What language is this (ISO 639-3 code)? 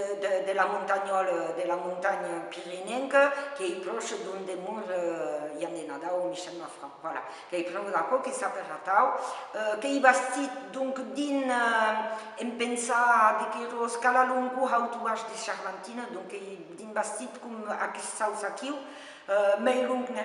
oci